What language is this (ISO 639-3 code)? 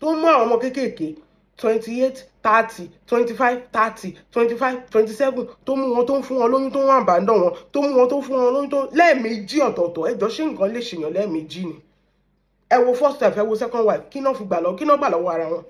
yor